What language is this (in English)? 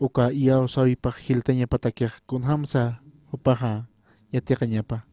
Aymara